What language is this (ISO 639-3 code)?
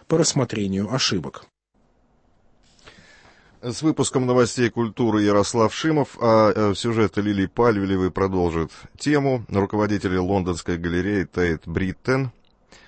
rus